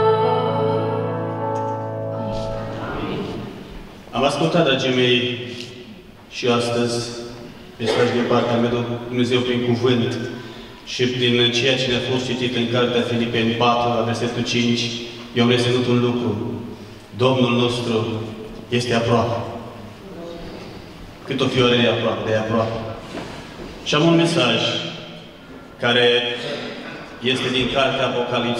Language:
Romanian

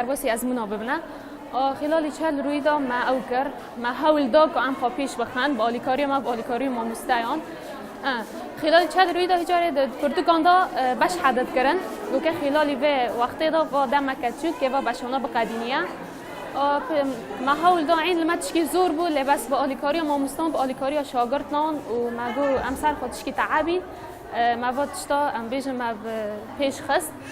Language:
Kurdish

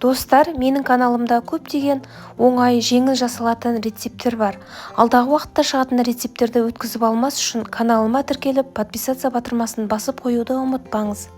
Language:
Kazakh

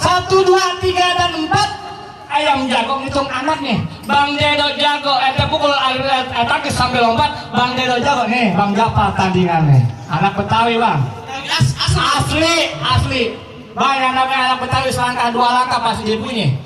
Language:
Betawi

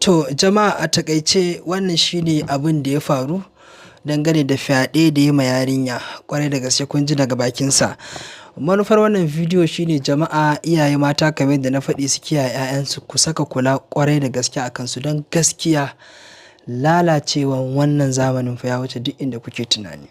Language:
Hausa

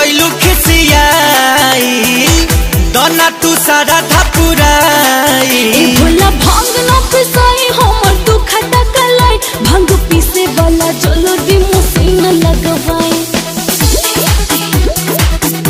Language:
Bhojpuri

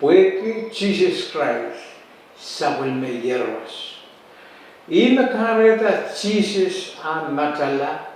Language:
Pohnpeian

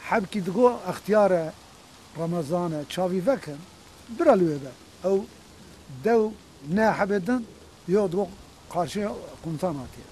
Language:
Kurdish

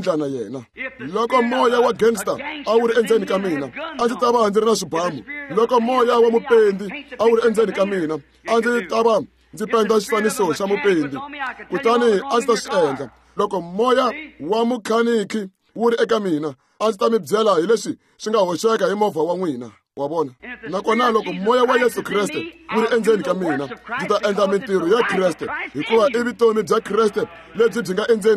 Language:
Tsonga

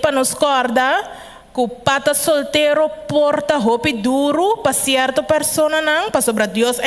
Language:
Papiamento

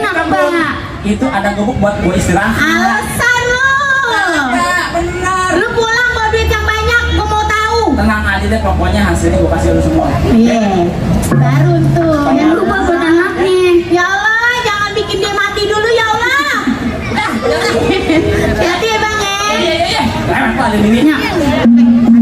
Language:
Betawi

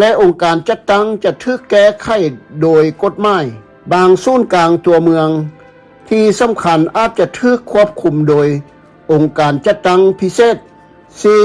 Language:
Lao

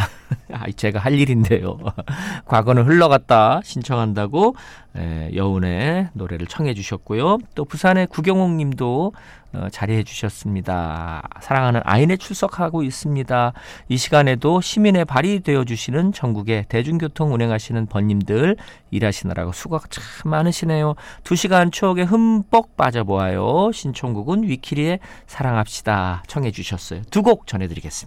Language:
Korean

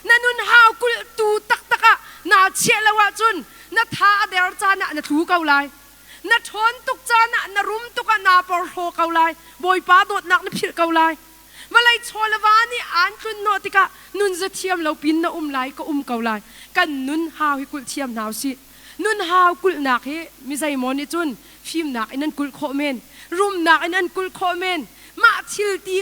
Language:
Hakha Chin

